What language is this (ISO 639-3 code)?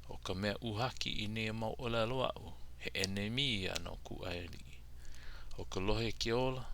haw